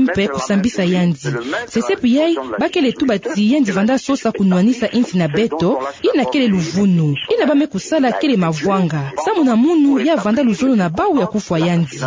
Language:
Kituba (Democratic Republic of Congo)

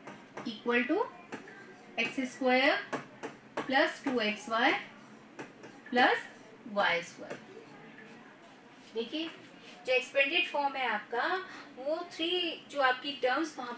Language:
Hindi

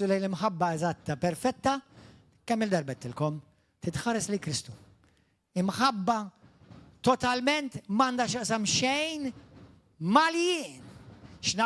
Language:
Maltese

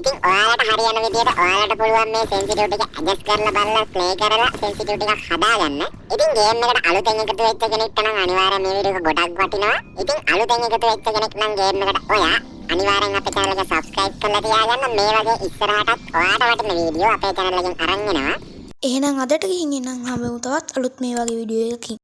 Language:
Sinhala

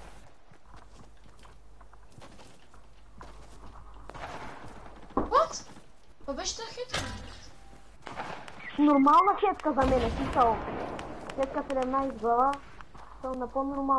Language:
Bulgarian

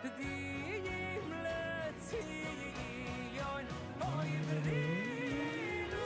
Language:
Yiddish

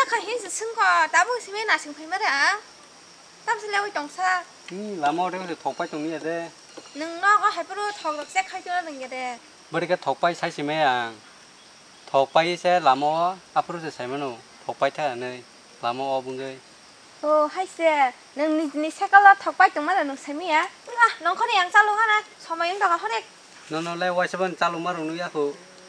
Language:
Kok Borok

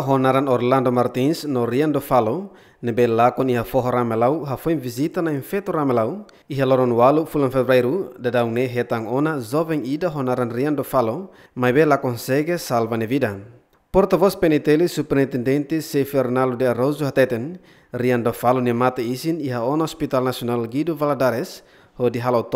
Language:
Tetum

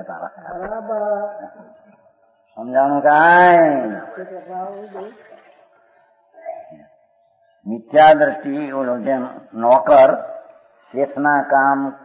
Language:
Gujarati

